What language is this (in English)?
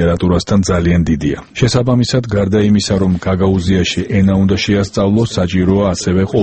Georgian